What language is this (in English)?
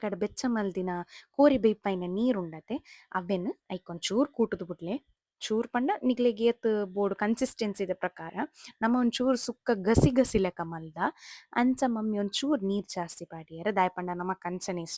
Tulu